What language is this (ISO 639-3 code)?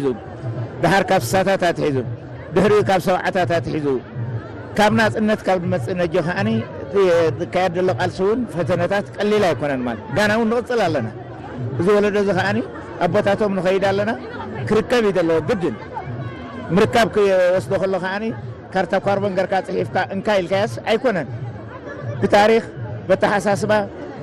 tir